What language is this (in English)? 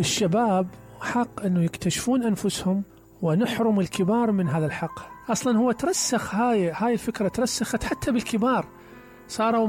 Mesopotamian Arabic